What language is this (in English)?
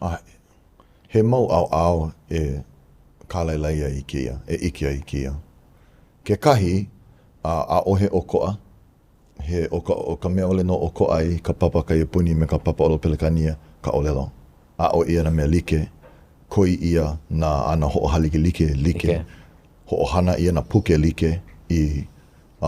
Hawaiian